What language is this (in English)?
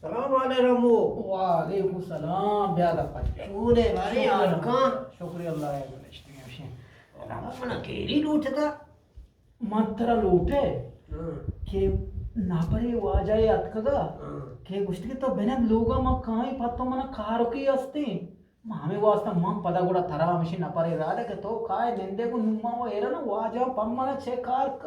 Eastern Balochi